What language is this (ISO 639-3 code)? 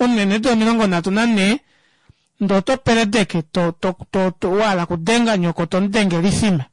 kua